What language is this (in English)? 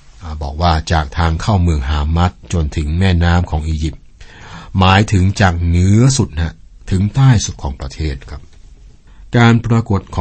Thai